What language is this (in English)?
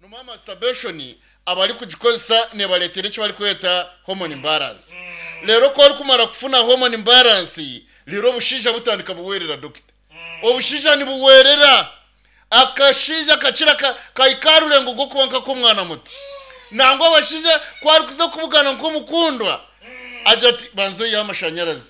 Nyankole